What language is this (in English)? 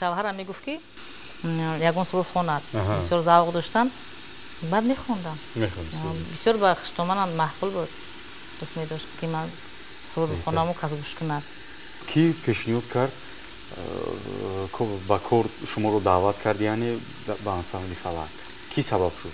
Tajik